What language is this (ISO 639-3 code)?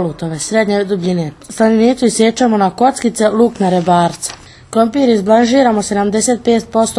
srp